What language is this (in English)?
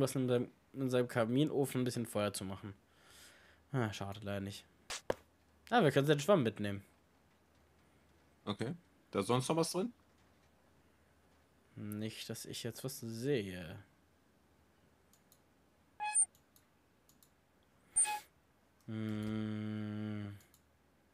German